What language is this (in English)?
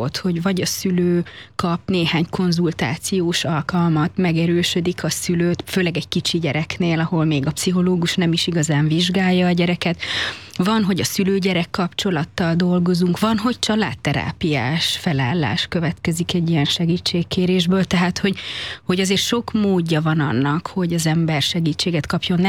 Hungarian